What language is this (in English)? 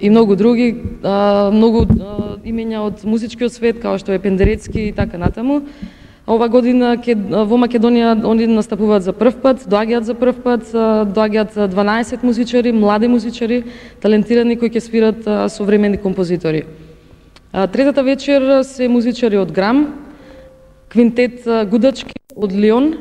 Macedonian